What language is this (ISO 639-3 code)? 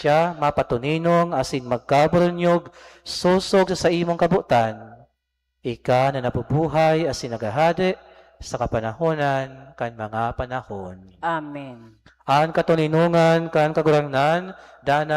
bik